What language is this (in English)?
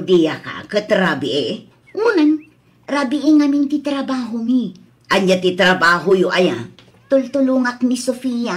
Iloko